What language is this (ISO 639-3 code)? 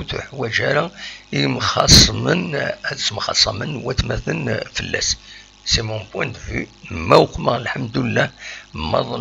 kab